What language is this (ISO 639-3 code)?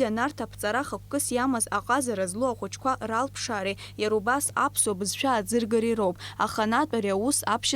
abk